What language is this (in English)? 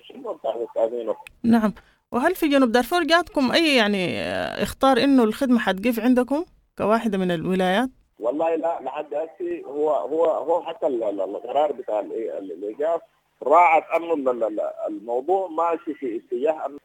Sudanese Arabic